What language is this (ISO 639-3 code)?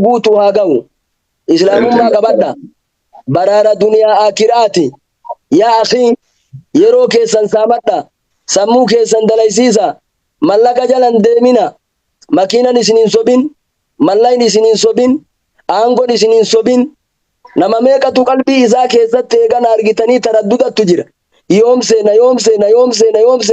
orm